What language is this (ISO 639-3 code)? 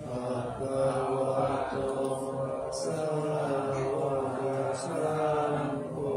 pli